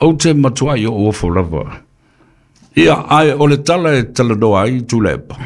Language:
Samoan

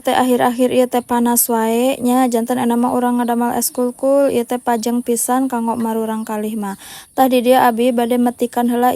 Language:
Sundanese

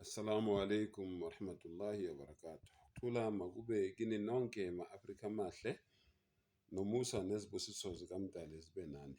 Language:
Zulu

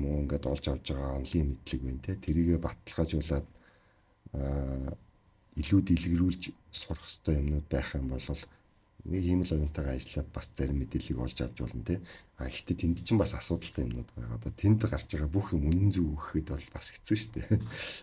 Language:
Mongolian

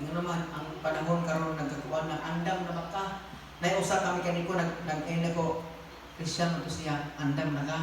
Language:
Cebuano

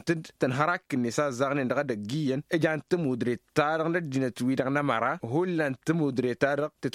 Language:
Tamasheq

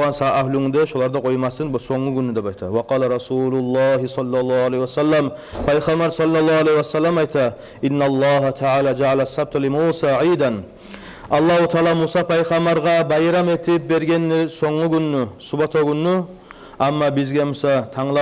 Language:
Kumyk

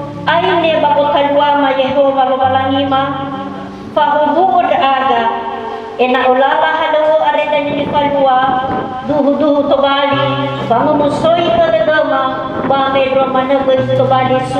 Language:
Nias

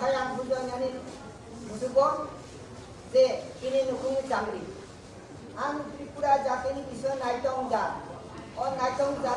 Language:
Kok Borok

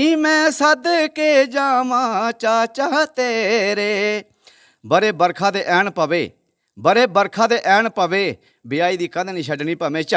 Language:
Dogri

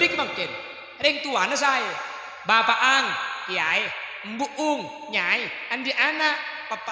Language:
Madurese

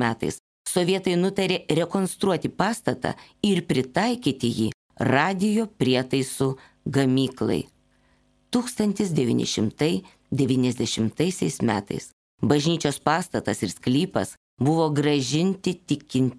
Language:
Lithuanian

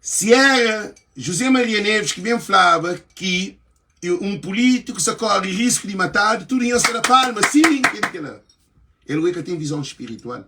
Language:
Kabuverdianu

